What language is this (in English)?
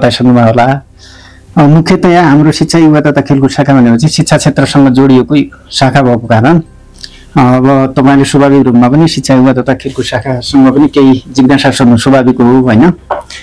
Nepali